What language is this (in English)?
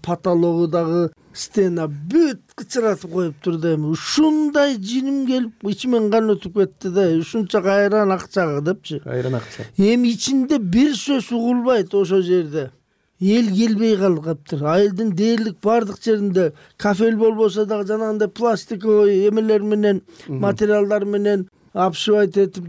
Kyrgyz